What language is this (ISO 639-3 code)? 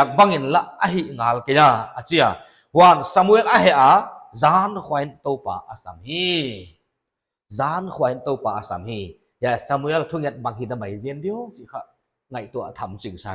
pck